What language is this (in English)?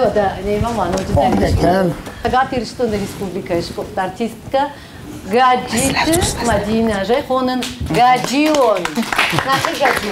Ossetic